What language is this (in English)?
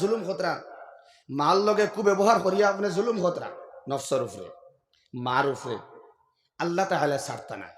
Sylheti